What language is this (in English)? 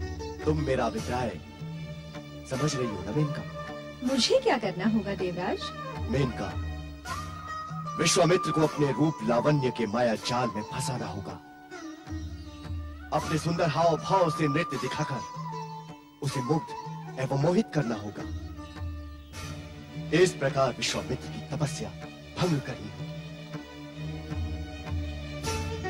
Hindi